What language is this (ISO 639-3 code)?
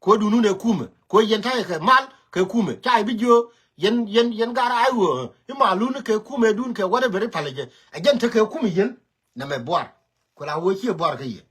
nus